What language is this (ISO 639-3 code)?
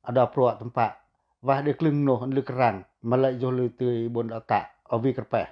pac